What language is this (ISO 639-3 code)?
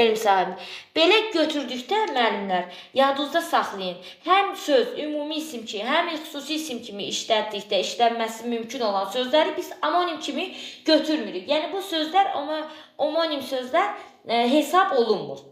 aze